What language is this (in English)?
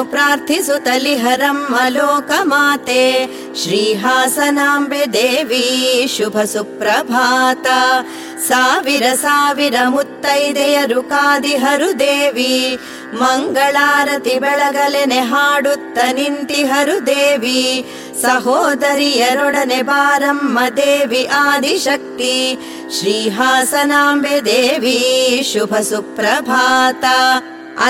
Kannada